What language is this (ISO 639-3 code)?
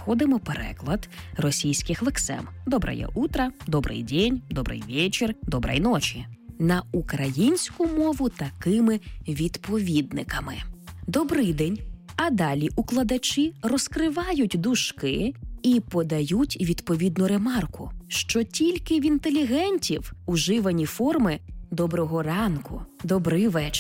ukr